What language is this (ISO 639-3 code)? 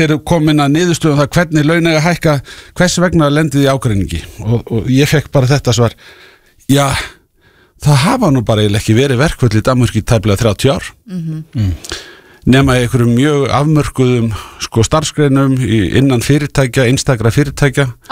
isl